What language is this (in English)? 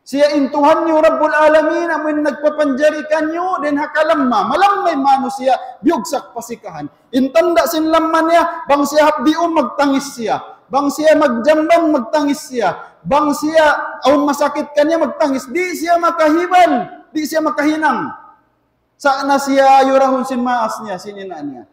Tausug